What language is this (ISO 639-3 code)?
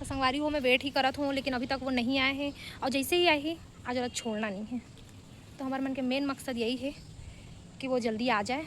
hne